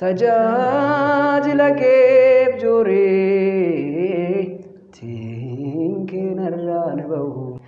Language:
Oromo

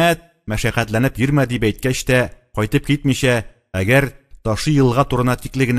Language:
Tatar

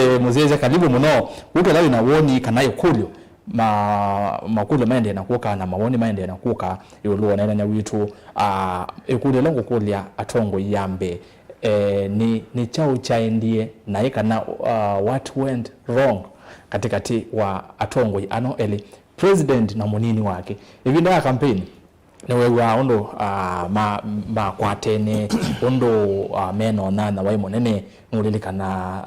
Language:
Kamba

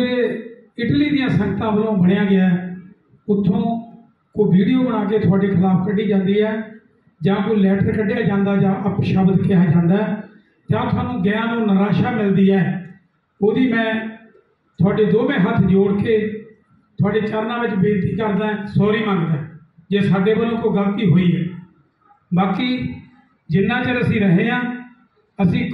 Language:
Punjabi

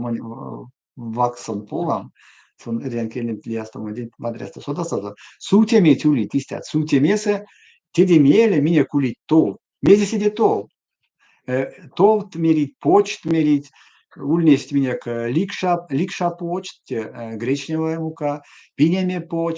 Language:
Erzya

